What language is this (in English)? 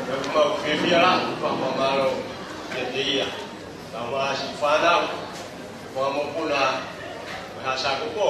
Tongan